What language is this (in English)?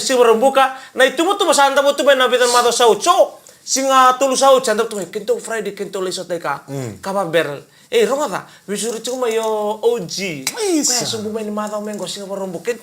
Fijian